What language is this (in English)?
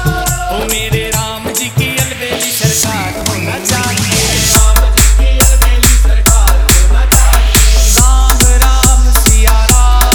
Hindi